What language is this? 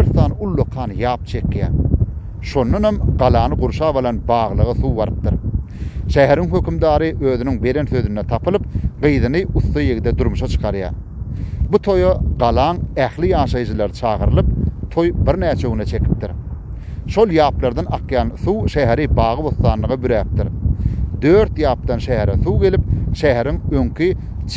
Turkmen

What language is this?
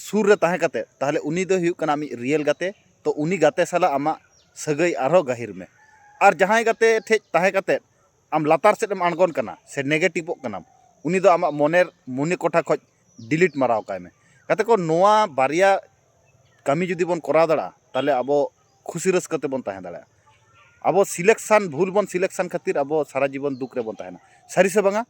Santali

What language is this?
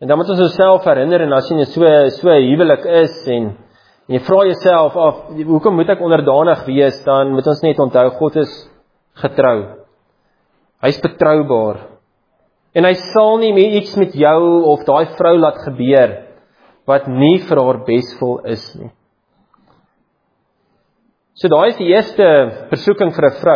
Afrikaans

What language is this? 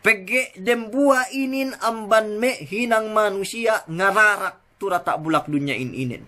Yakan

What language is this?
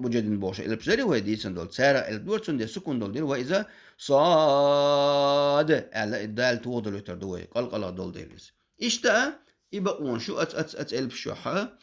Chechen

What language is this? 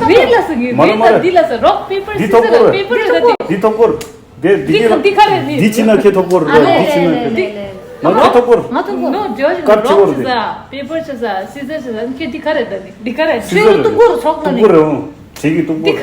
Tibetan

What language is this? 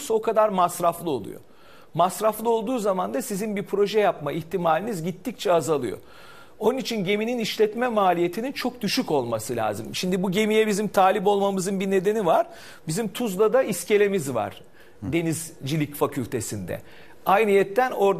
Turkish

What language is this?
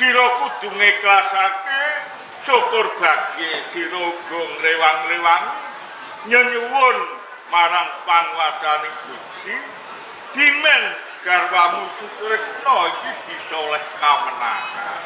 Javanese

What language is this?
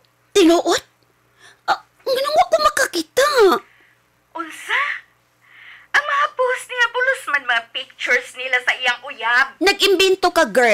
Cebuano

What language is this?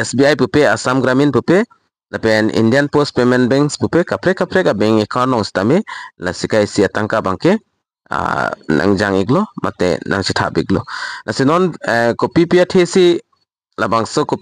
Karbi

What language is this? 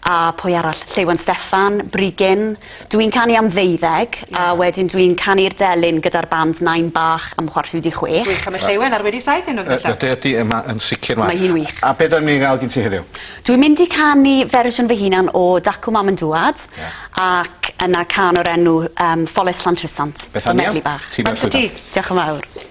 Welsh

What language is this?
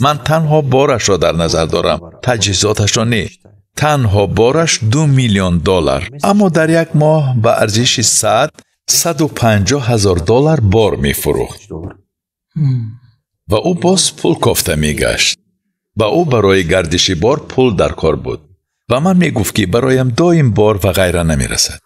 Tajik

